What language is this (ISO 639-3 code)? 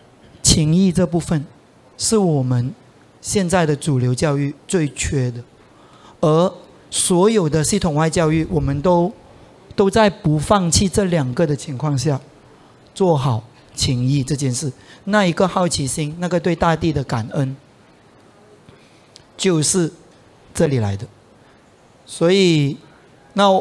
zho